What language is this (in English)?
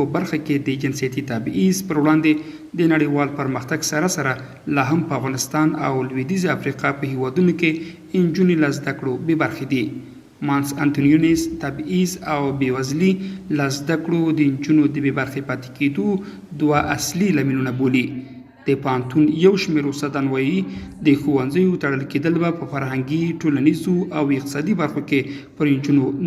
Pashto